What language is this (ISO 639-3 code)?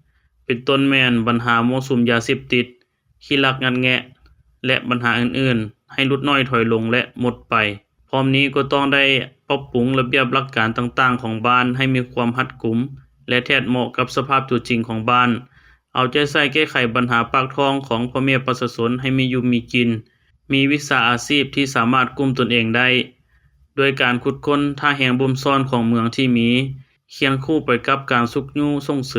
lao